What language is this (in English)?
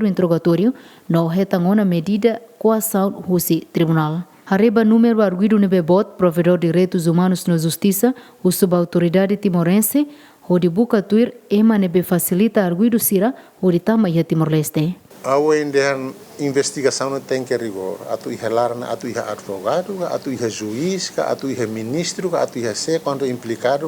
Tetum